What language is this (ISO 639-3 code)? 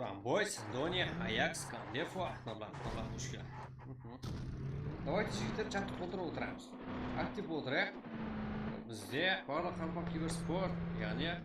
kaa